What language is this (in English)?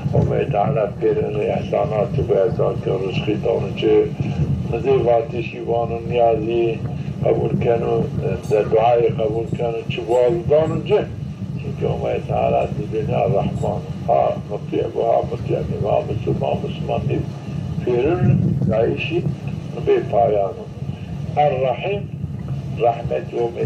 Zaza